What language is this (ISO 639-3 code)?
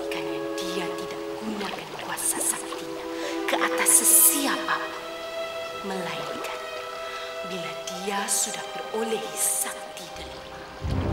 msa